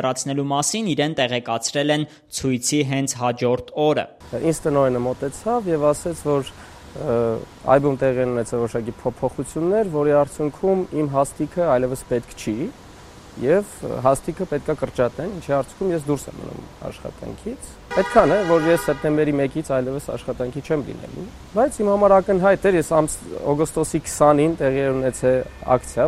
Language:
Armenian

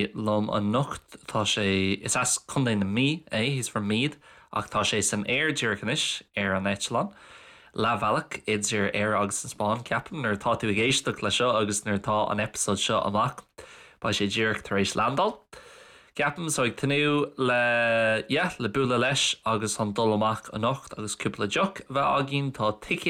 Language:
Irish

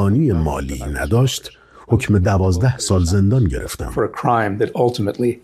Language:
Persian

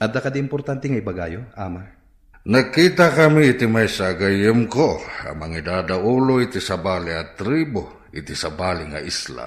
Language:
Iloko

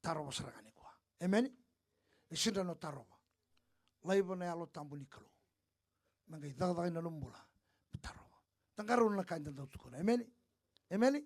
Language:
Fijian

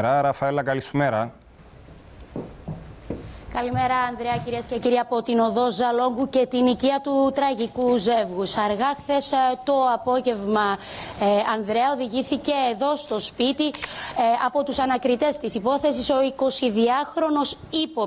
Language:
Greek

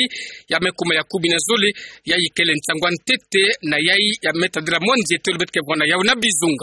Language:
Kituba (Democratic Republic of Congo)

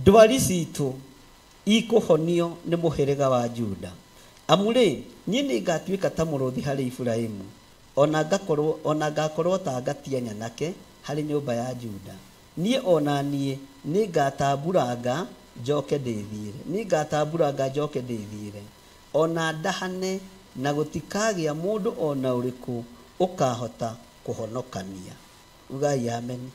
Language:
Kikuyu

